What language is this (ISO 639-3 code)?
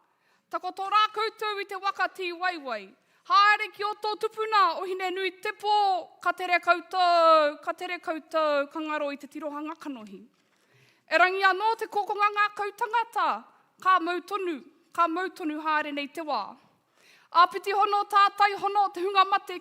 mri